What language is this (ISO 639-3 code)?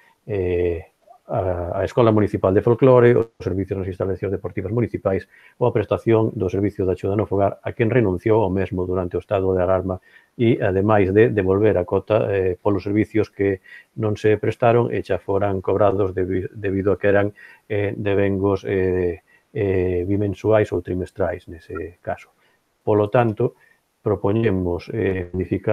glg